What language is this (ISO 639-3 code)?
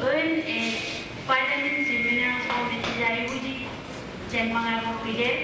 mah